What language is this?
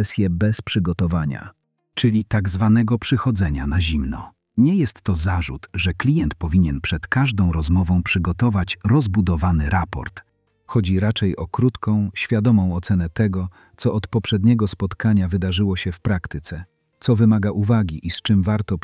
Polish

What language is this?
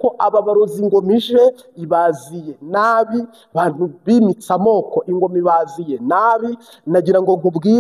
Kinyarwanda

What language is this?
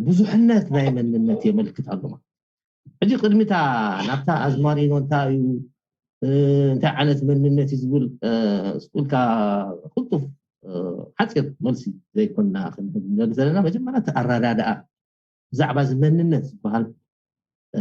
Tigrinya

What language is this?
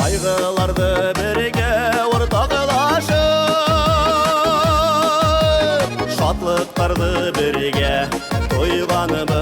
Bashkir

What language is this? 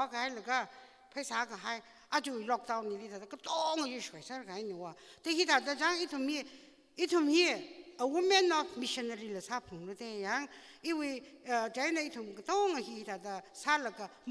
Tangkhul Naga (India)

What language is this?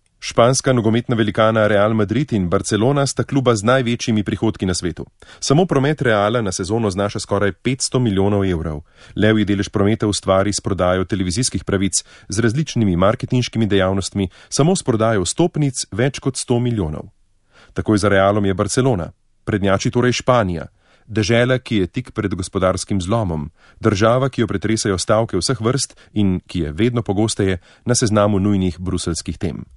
Slovenian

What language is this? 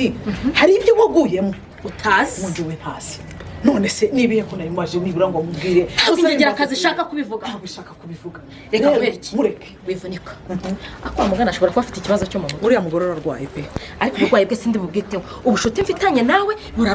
Kinyarwanda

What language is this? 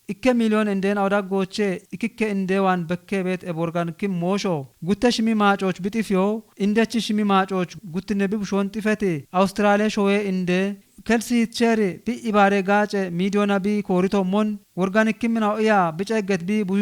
Kafa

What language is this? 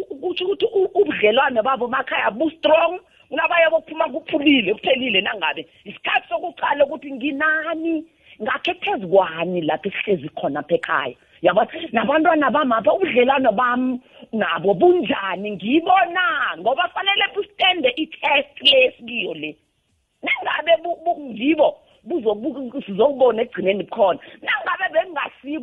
South Ndebele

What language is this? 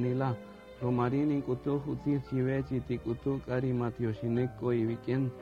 Kaqchikel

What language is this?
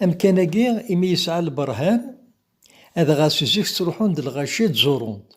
Kabyle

